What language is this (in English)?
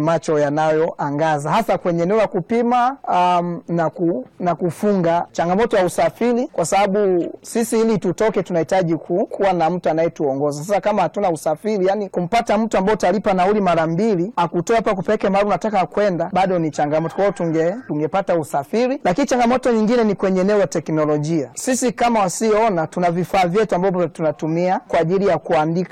Swahili